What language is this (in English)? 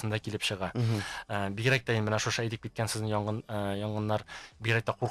Bashkir